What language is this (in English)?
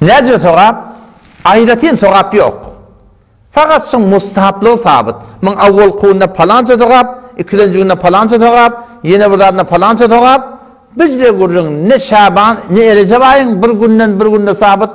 Turkmen